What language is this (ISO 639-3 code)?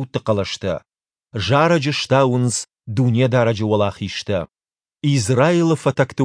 oss